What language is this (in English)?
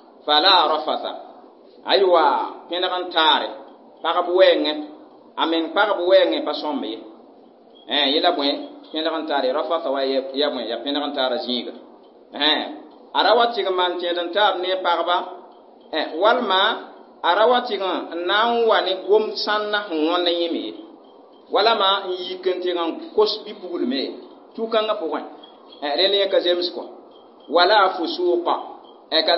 Mossi